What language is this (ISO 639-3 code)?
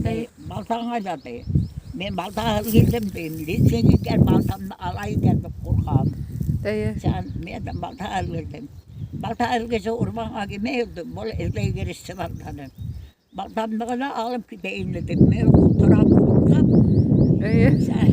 bak